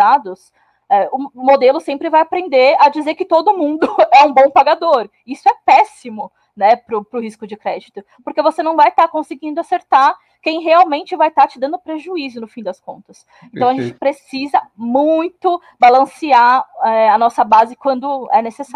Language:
Portuguese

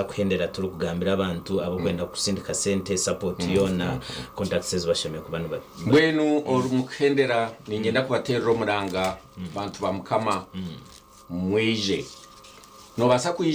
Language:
Nyankole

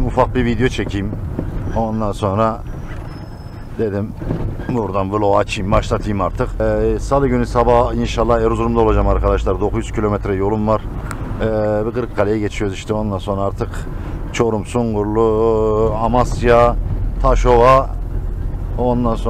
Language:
Turkish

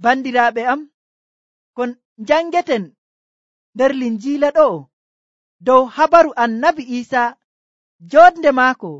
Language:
Nigerian Fulfulde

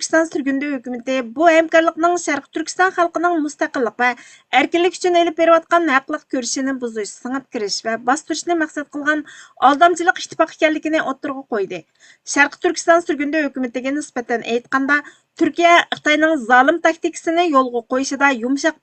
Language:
Uyghur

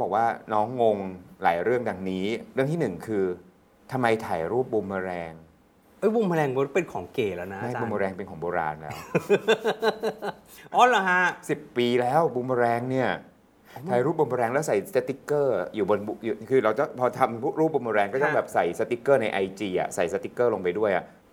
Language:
Thai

